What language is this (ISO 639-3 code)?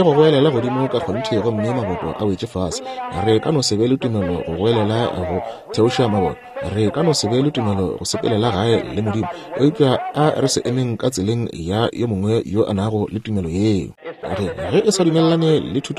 nso